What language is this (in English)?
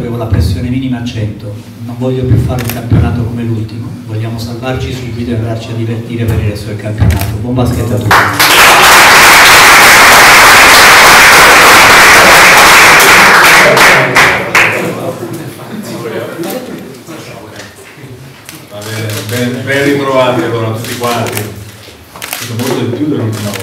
Italian